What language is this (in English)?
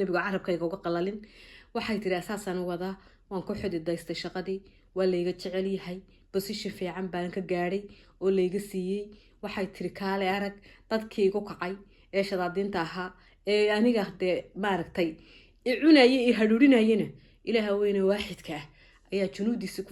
Somali